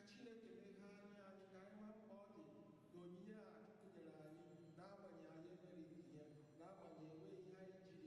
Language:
Igbo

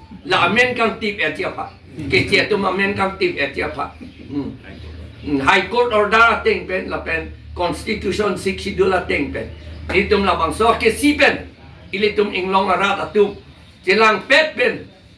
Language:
Karbi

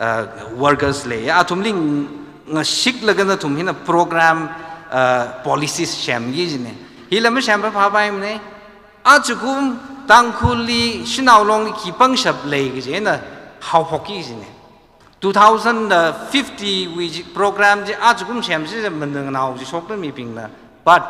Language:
Tangkhul Naga (India)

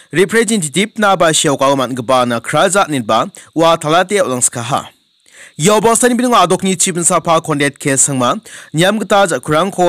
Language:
Garo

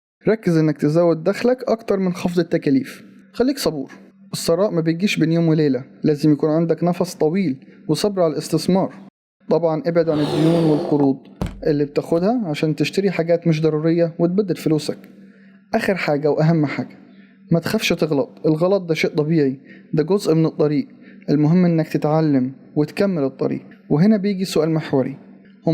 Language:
Egyptian Arabic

